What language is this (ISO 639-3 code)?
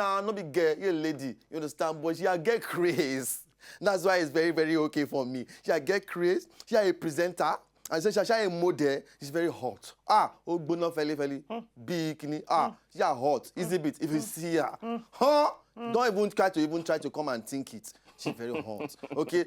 pcm